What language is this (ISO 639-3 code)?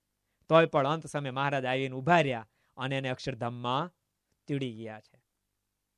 guj